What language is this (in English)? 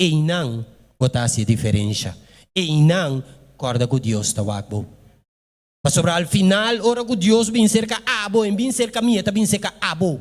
Papiamento